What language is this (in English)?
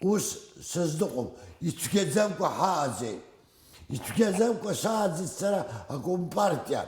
Abkhazian